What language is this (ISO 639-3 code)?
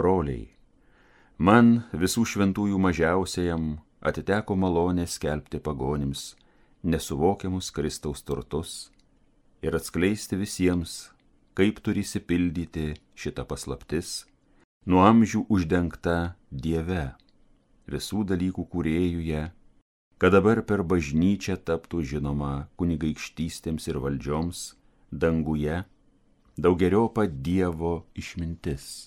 lit